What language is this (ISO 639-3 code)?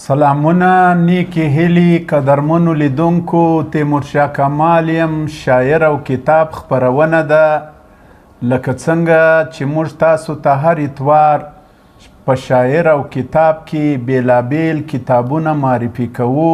pus